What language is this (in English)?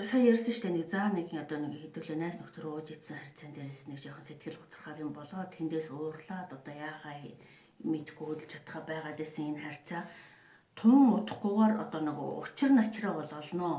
Mongolian